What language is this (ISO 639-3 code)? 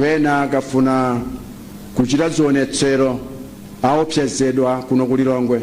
nya